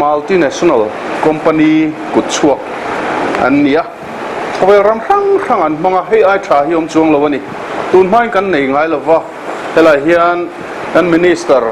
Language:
Mizo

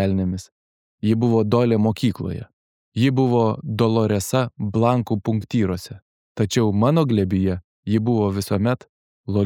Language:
Lithuanian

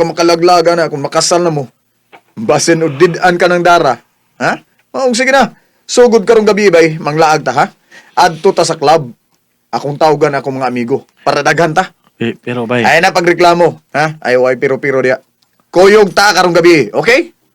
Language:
Cebuano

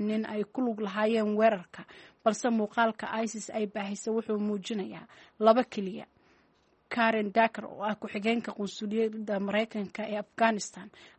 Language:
Somali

